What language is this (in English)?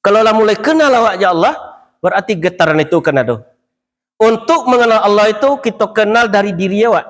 Minangkabau